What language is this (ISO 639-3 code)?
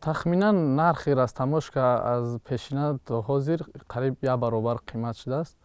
tgk